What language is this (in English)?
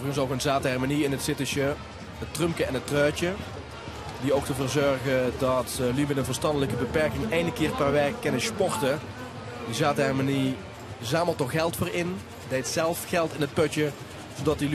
Limburgish